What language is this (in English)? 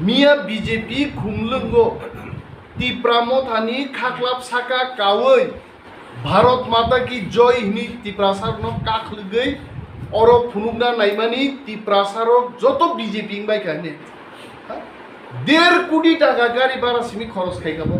Riang (India)